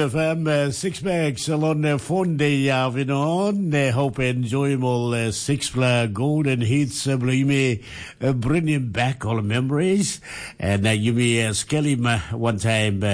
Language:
Tok Pisin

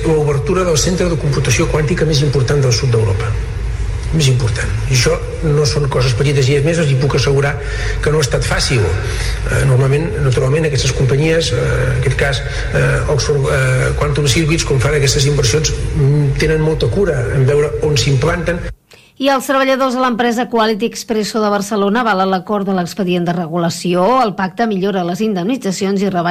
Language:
Catalan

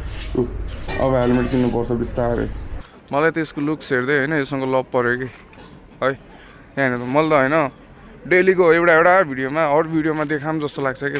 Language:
Nepali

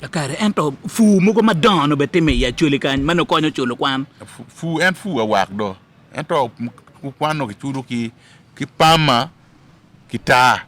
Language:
Acoli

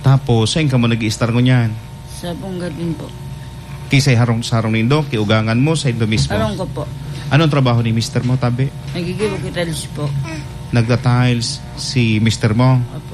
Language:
Bikol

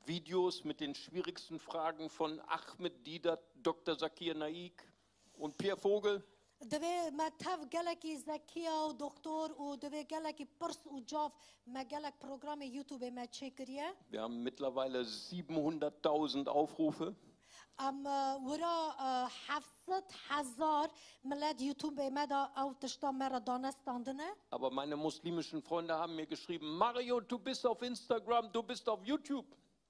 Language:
Kurdish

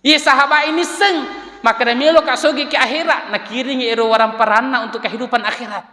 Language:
Buginese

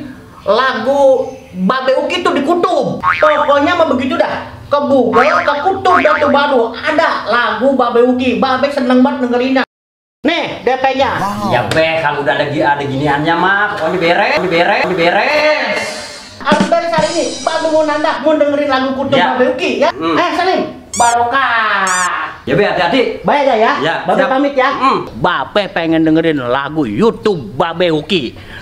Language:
Betawi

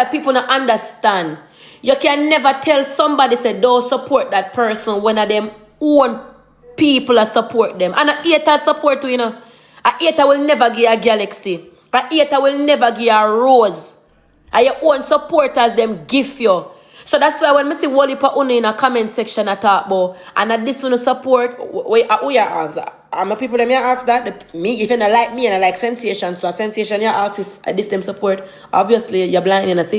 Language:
Jamaican Creole English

